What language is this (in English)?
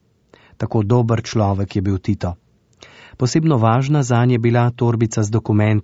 Slovenian